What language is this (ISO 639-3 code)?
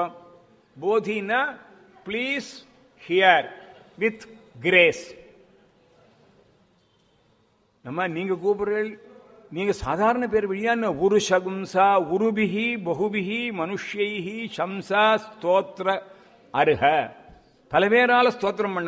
tam